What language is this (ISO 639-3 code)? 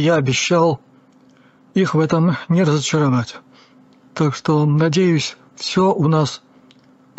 rus